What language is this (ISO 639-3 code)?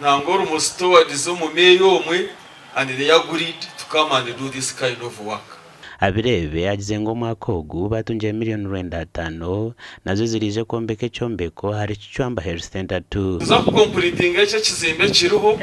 nyn